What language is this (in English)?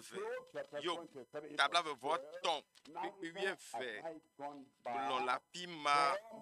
Ewe